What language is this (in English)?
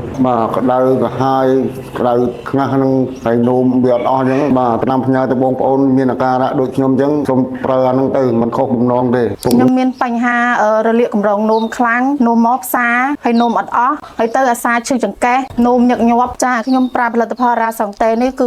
Khmer